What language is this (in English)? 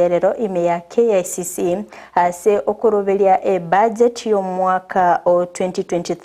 Gusii